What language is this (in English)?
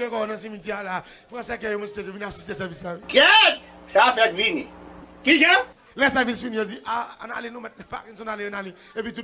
Haitian Creole